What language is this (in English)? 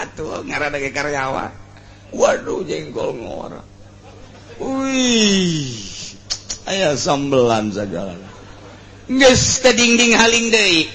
Sundanese